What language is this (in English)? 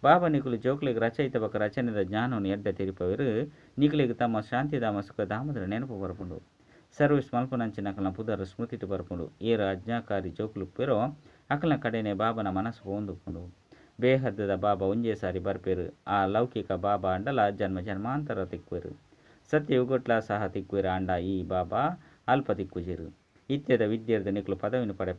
Tulu